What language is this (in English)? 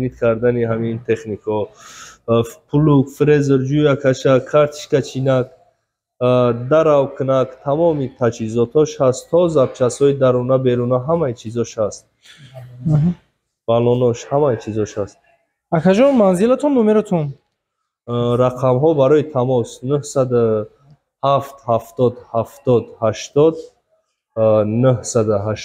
Tajik